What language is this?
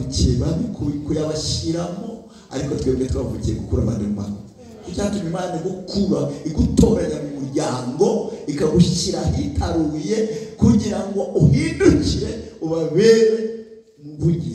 Kinyarwanda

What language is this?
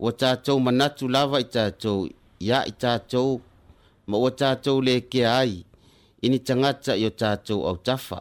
Samoan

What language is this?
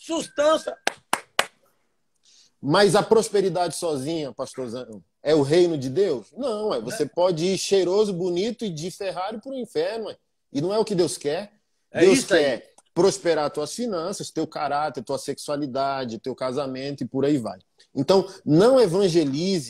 Portuguese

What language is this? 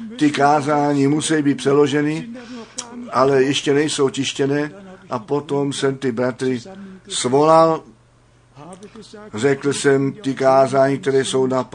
Czech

